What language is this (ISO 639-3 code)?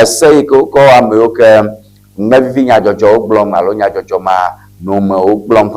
ewe